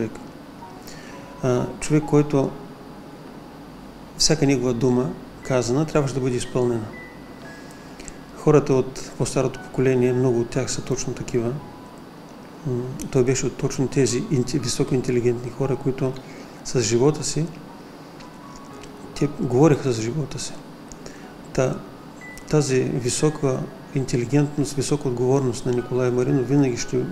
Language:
Bulgarian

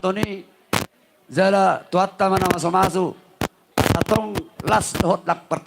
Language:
Batak Toba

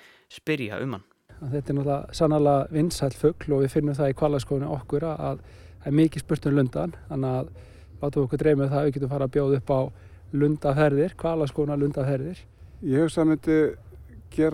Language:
Icelandic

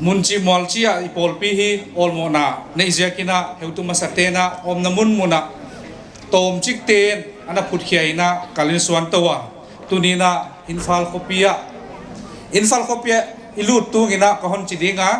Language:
Paite Chin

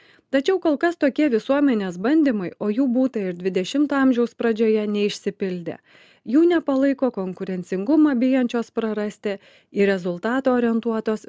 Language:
Lithuanian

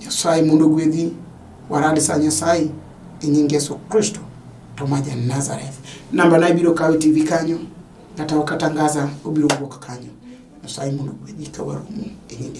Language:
Luo (Kenya and Tanzania)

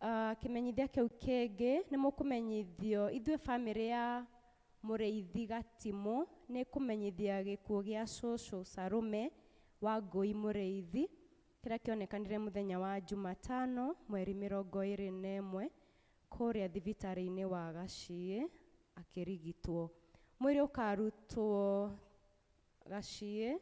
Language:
Kikuyu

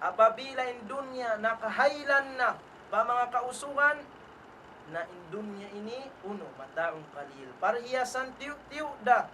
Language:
Tausug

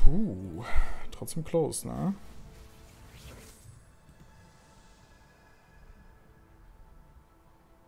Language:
German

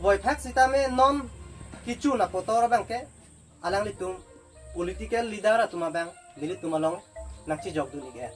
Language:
Karbi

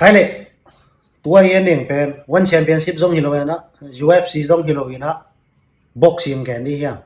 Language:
Tedim Chin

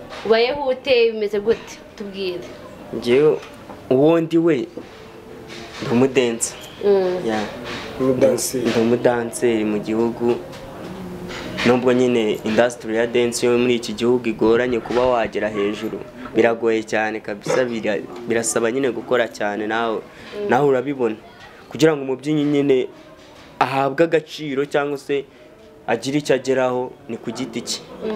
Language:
Kinyarwanda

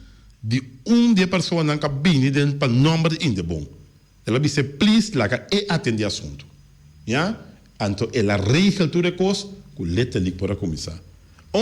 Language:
Papiamento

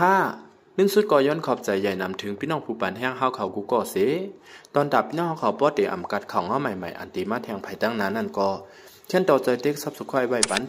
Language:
Shan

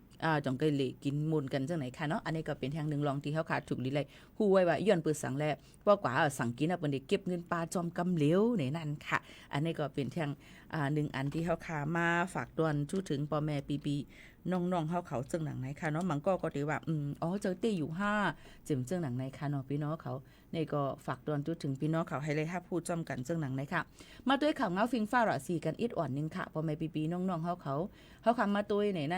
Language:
Shan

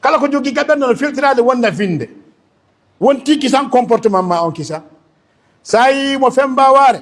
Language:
Fula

